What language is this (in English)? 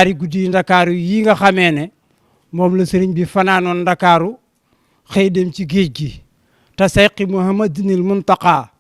Wolof